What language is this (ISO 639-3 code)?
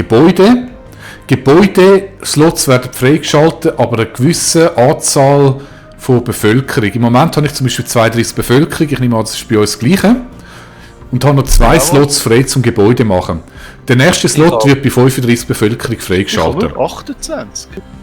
gsw